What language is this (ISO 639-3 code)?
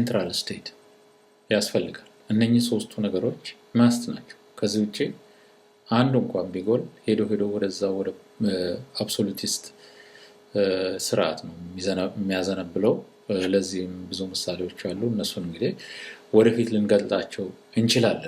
amh